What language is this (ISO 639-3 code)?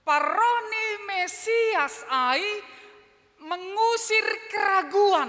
bts